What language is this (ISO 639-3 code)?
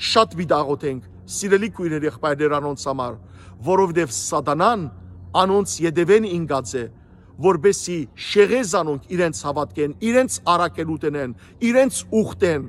hyw